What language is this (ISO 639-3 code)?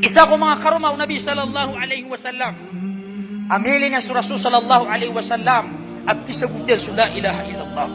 mrw